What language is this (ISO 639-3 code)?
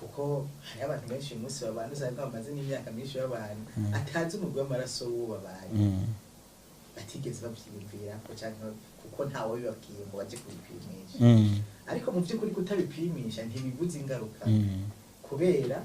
run